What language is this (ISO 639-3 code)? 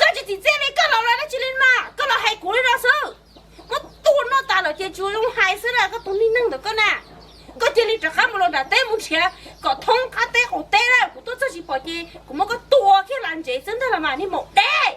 hmn